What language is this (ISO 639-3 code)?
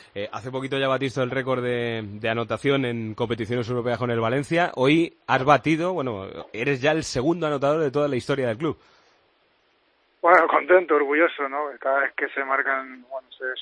spa